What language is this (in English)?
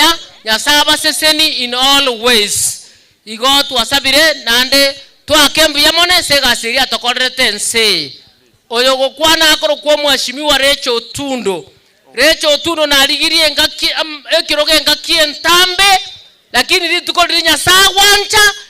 Gusii